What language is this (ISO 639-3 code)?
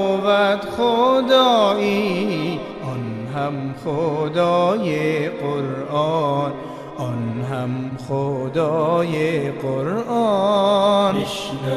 fas